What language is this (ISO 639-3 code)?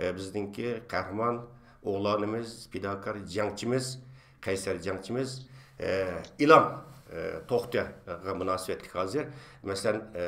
uig